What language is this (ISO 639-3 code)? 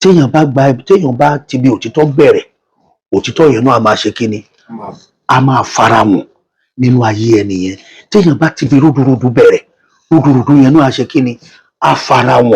yor